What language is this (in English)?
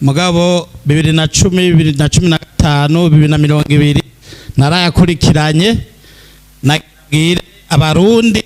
Rundi